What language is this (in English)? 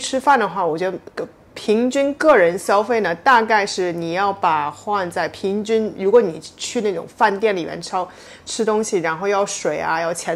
Chinese